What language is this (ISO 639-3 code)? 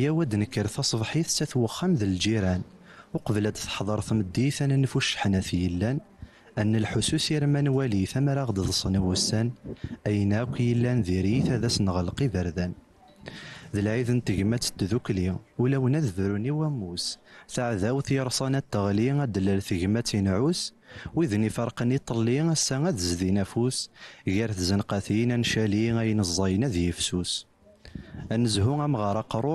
kab